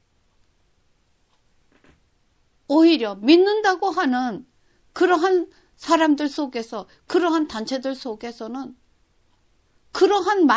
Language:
Korean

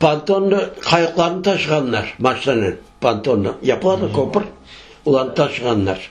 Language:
Crimean Tatar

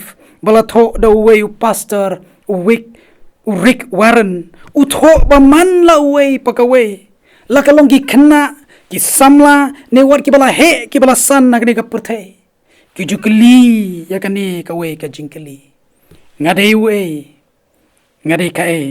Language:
Khasi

